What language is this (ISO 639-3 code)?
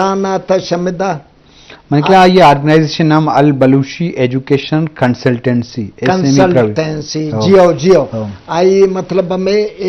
bgp